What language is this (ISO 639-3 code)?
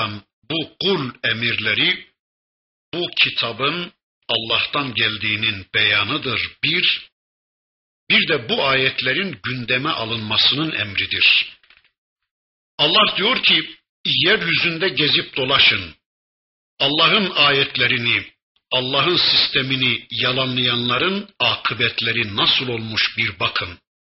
tur